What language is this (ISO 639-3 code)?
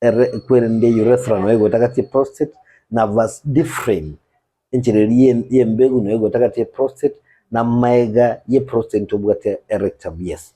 guz